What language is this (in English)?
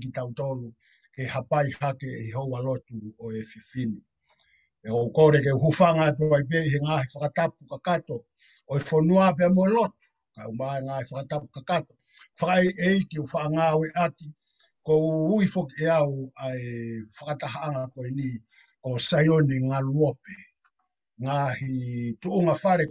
Tongan